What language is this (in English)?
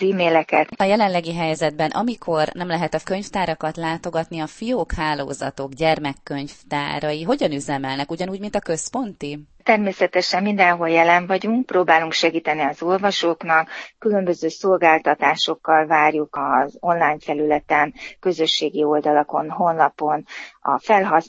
Hungarian